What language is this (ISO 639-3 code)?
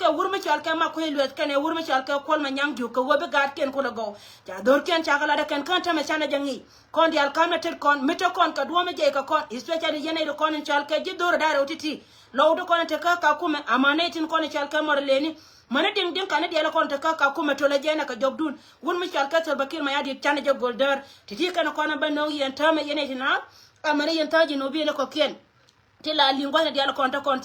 nus